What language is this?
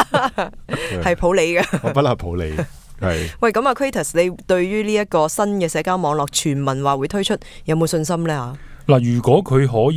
Cantonese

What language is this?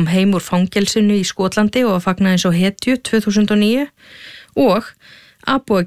Icelandic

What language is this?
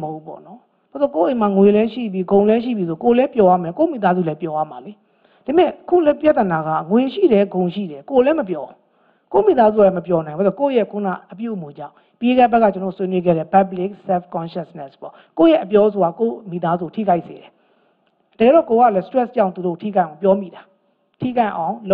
Burmese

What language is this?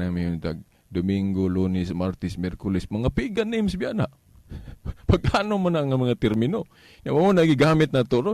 Cebuano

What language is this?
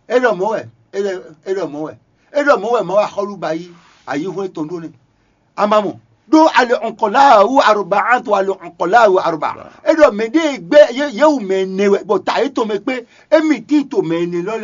Fon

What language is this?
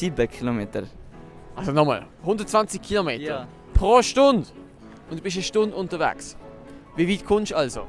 Swiss German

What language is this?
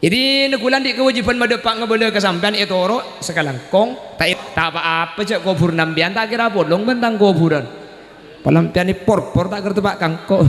Madurese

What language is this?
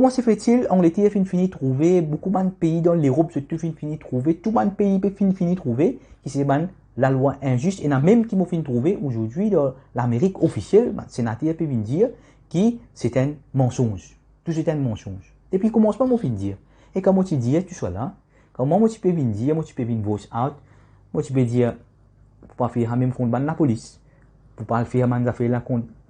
Morisyen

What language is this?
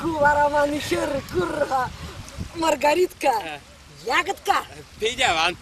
Chuvash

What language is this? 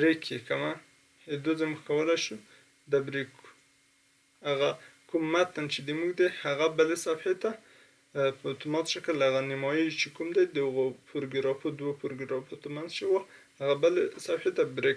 Pashto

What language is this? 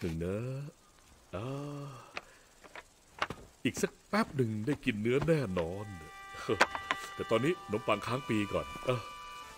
Thai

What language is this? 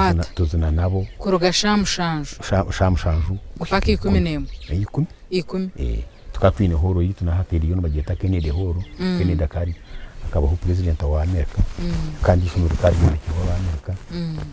Nyankole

